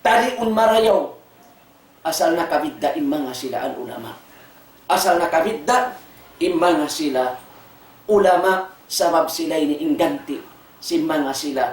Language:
Tausug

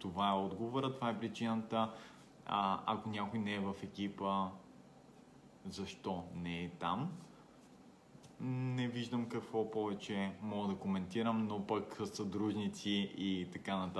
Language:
Bulgarian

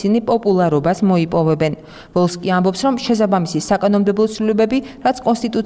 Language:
Georgian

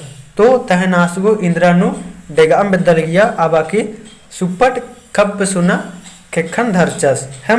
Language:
Kurukh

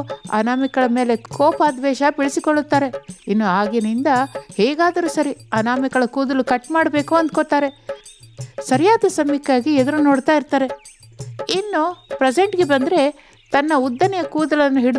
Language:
Kannada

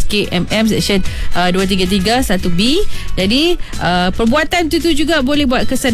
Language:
Malay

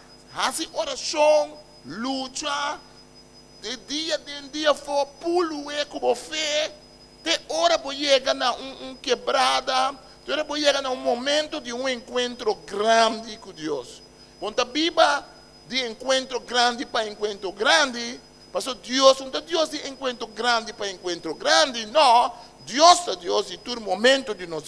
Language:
Papiamento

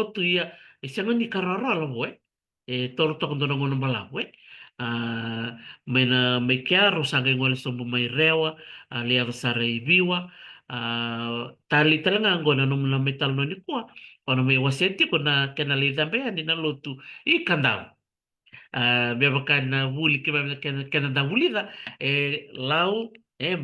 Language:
Fijian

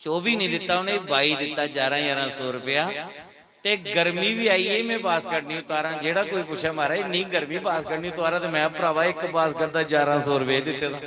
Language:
Dogri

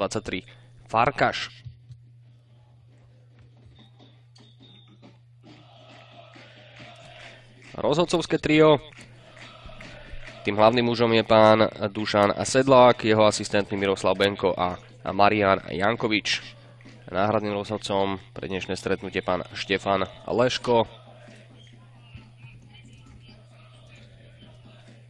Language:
Slovak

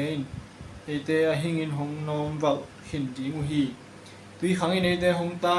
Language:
Tedim Chin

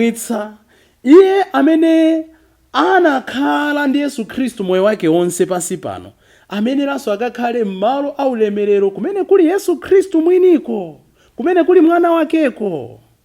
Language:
Nyanja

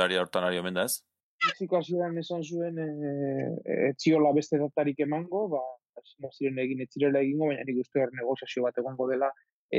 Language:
Basque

